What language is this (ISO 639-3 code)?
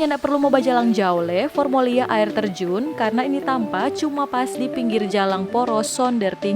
xmm